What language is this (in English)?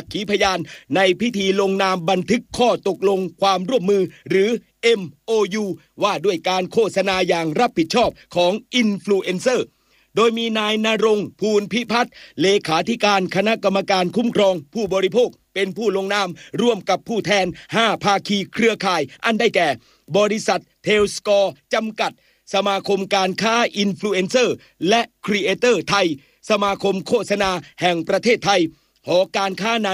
Thai